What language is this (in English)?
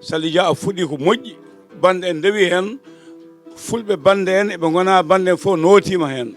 Fula